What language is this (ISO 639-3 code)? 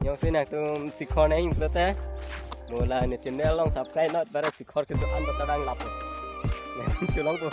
mjw